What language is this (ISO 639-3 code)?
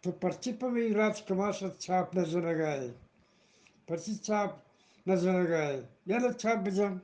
bgp